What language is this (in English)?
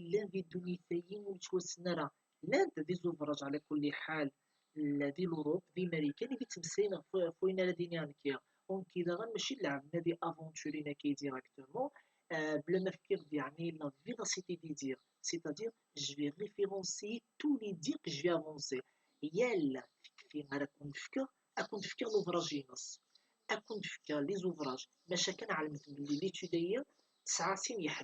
Kabyle